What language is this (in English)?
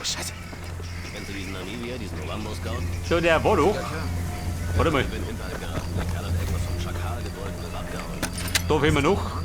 Bavarian